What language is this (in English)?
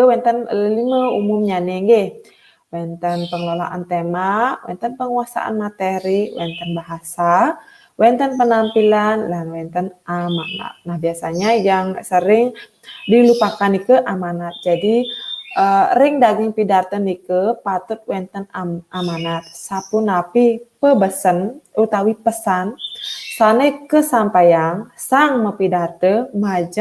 Balinese